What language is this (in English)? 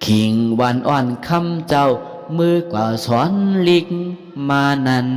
Shan